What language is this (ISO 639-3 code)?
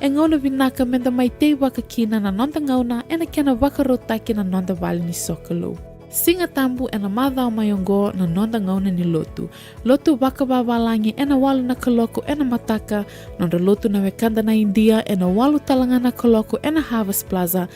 fij